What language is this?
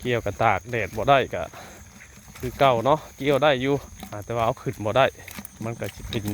Northeastern Thai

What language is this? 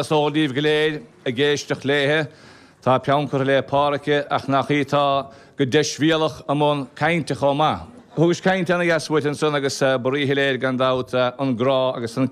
Irish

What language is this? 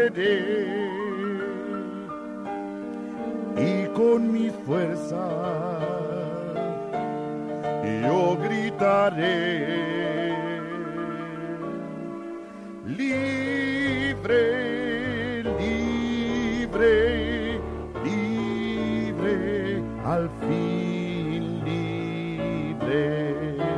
Spanish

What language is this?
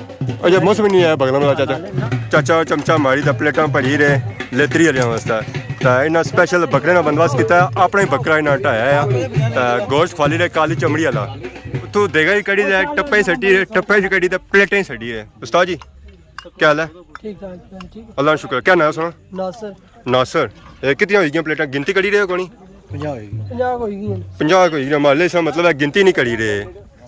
Pahari-Potwari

